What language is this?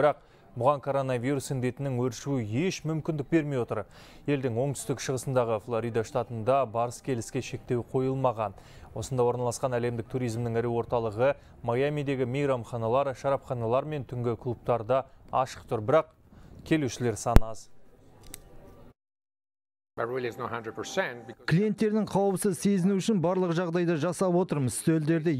Kazakh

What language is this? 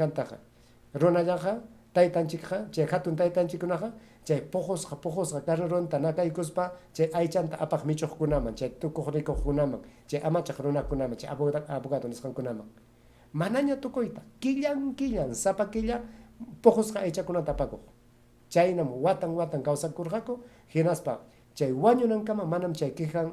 Ayacucho Quechua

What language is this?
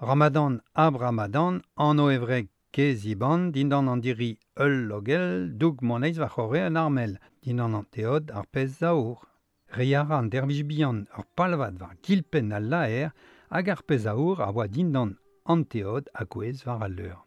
Breton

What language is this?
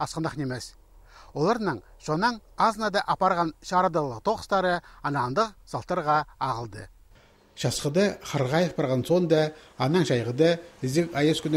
Khakas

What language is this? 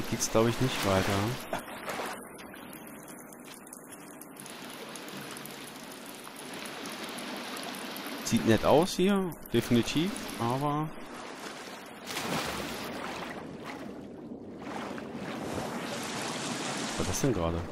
German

